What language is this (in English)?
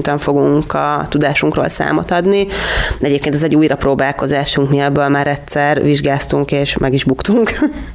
Hungarian